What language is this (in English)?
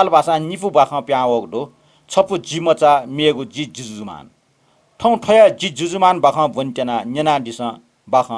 Newari